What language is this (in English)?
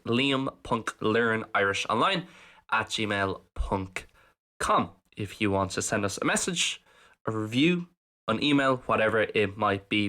Irish